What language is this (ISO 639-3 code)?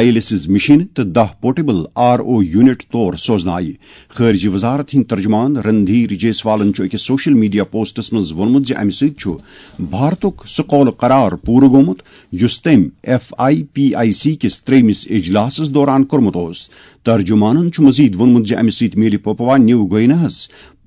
kas